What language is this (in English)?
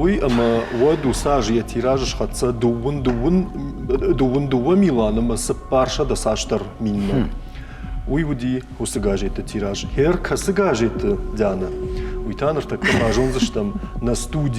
Ossetic